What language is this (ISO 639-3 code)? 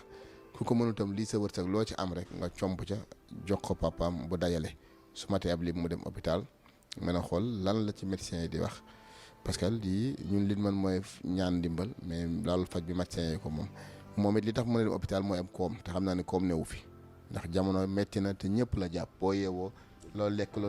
wol